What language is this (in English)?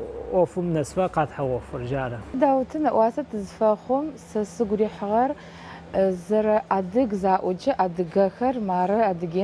Adyghe